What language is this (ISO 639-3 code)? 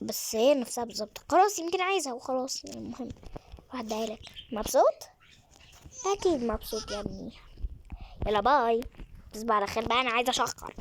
arz